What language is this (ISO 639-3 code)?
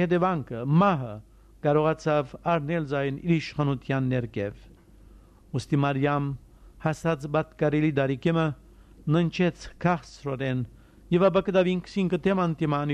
hye